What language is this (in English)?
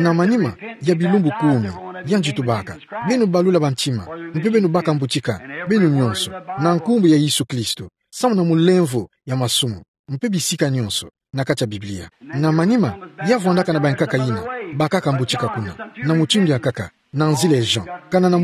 Kituba (Democratic Republic of Congo)